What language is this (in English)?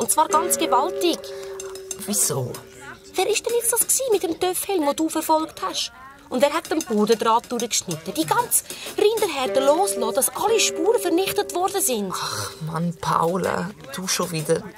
Swiss German